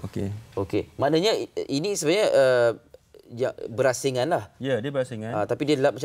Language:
Malay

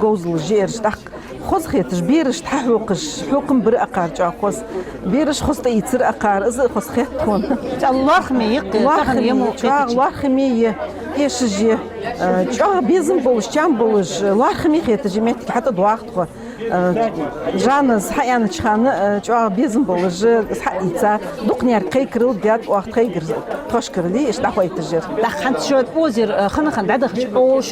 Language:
Ingush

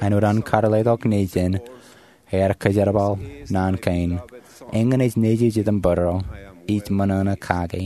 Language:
Marshallese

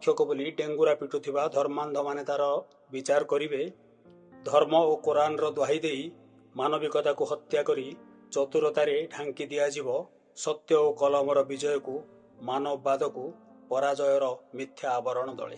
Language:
Odia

